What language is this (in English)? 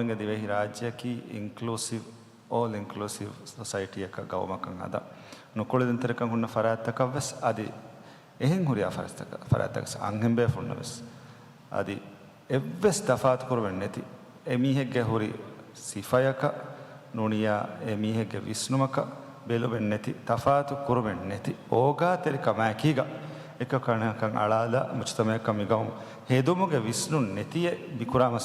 Divehi